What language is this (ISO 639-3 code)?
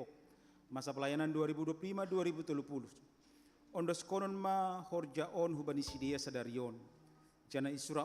bts